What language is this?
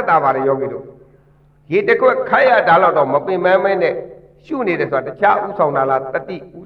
Burmese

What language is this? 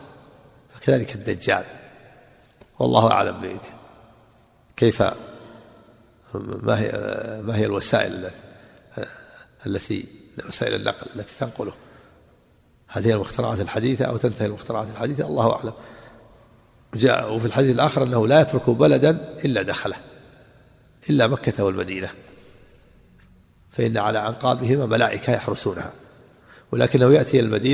Arabic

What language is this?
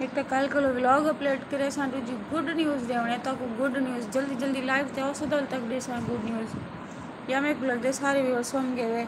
Saraiki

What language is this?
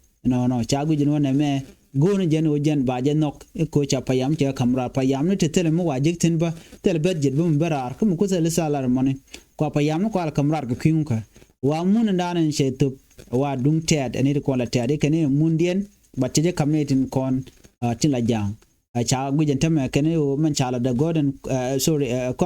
Nuer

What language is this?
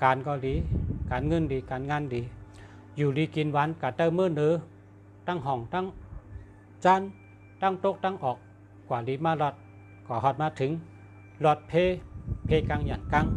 Shan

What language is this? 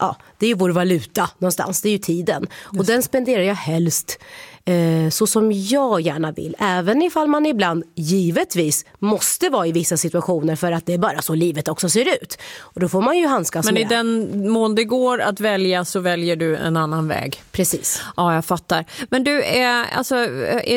Swedish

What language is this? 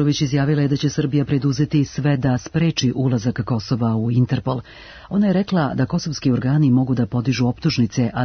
Serbian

